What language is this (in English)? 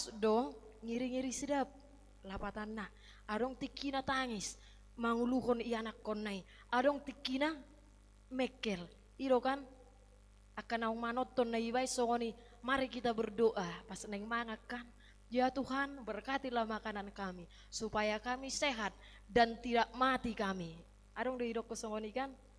Batak Toba